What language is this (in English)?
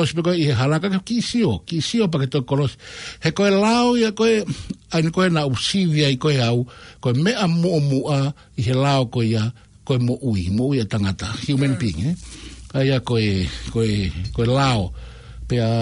Tongan